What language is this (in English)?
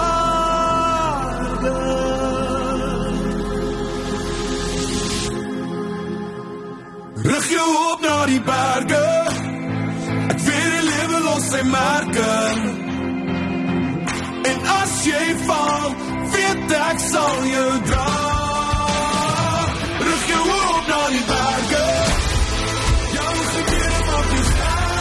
Afrikaans